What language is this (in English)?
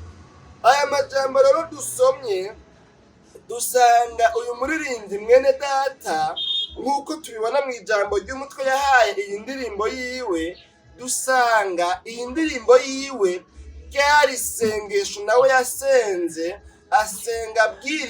Rundi